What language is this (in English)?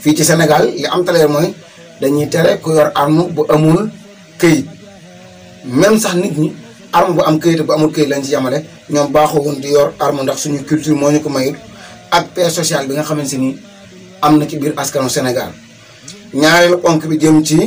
Wolof